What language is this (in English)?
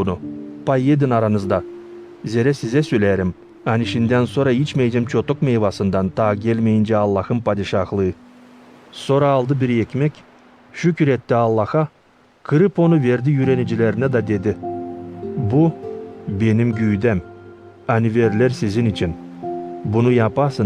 Gagauz